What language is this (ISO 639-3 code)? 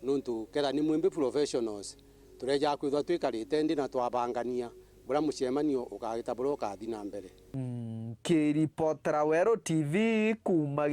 mer